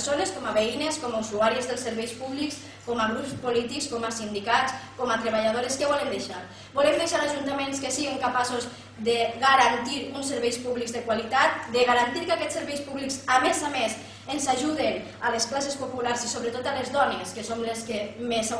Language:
Catalan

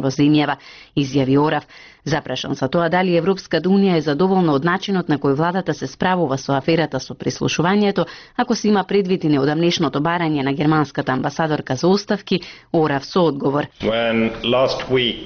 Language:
Macedonian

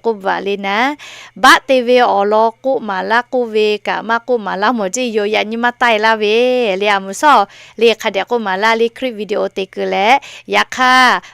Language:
Lahu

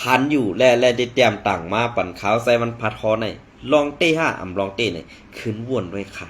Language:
Shan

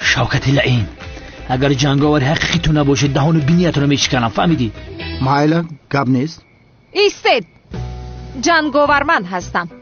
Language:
Tajik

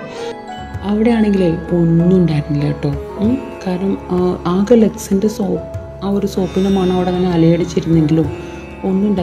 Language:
Malayalam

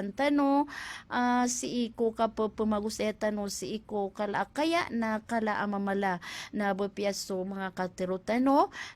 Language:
Maranao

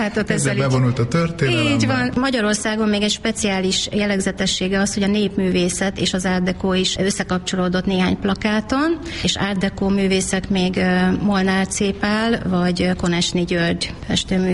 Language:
Hungarian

